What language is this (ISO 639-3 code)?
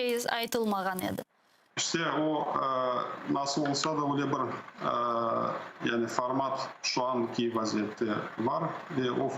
crh